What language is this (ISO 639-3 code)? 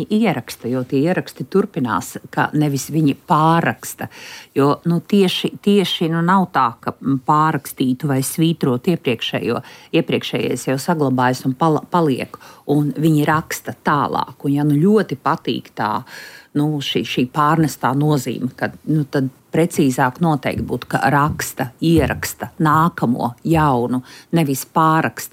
lav